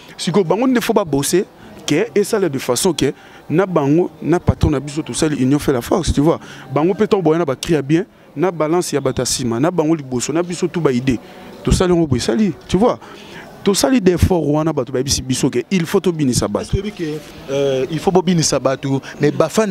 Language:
Lingala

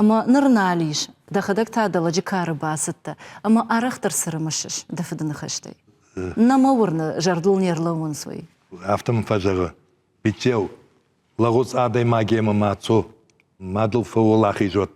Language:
Ossetic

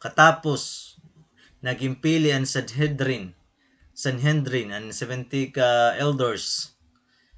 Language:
Waray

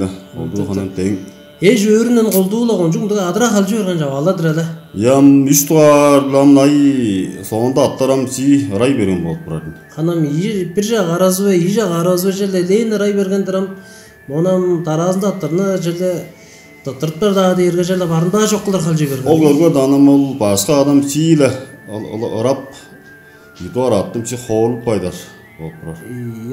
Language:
Tuvinian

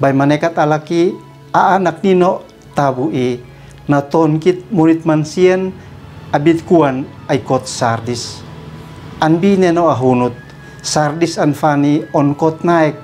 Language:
Uab Meto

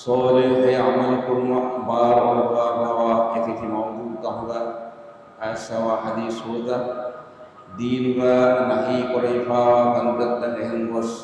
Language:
Divehi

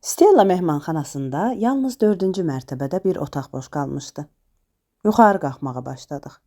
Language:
Azerbaijani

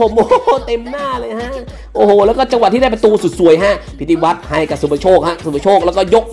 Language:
Thai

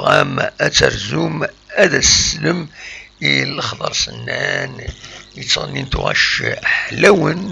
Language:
Kabyle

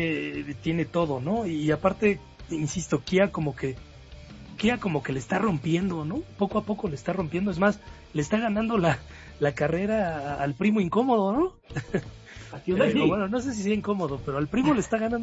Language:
Spanish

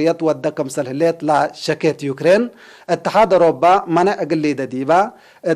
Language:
Tigre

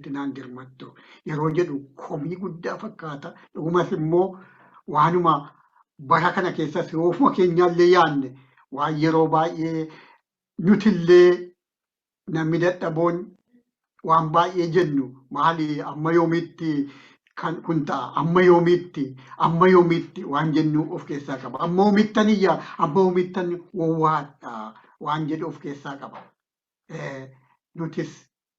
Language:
Oromo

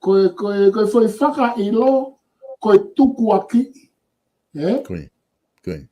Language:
Tongan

